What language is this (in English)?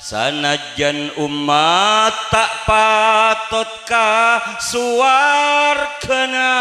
Madurese